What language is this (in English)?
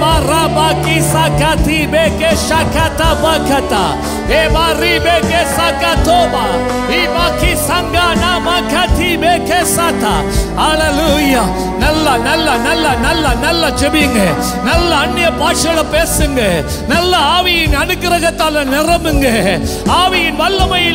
Tamil